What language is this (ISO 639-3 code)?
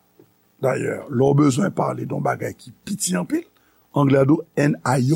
hat